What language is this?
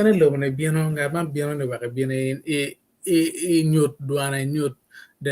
Acoli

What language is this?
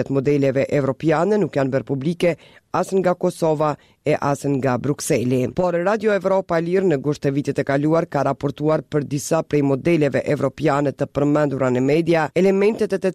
Albanian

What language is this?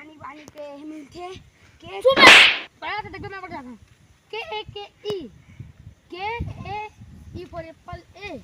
Chhattisgarhi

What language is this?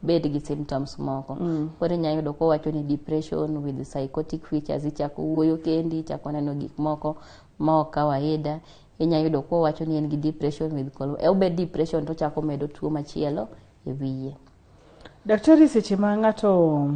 Luo (Kenya and Tanzania)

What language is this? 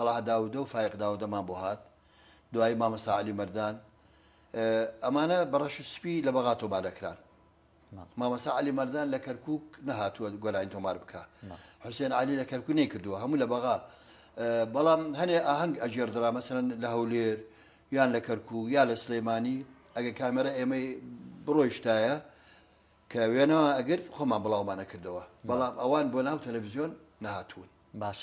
Central Kurdish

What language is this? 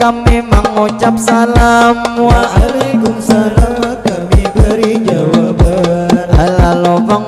Banjar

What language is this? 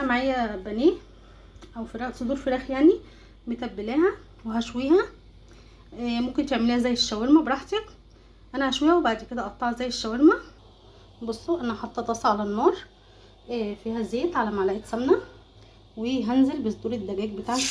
Egyptian Arabic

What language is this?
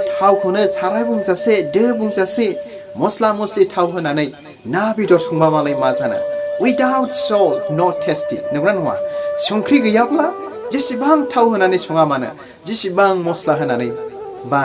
Bodo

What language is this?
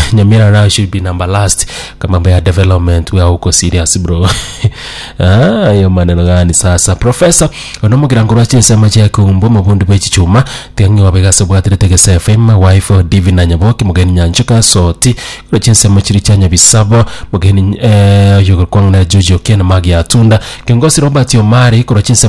Gusii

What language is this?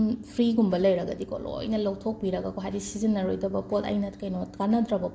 Manipuri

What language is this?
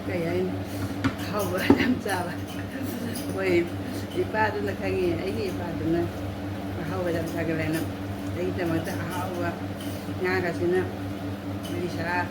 Manipuri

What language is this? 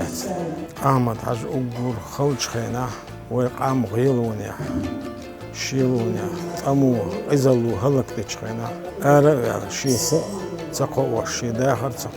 Chechen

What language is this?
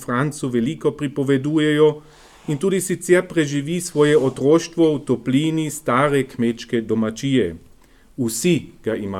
Slovenian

